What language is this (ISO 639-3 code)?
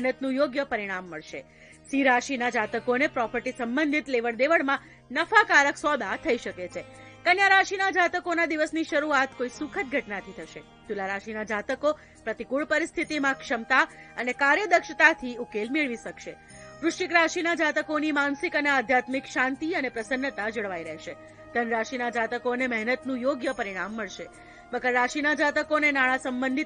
guj